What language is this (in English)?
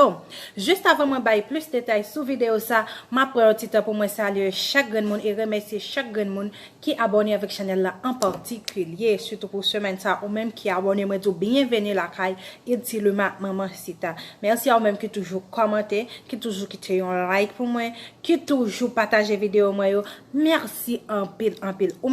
Haitian Creole